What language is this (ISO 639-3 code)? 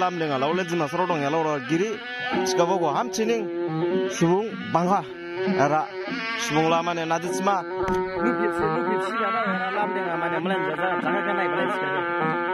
dis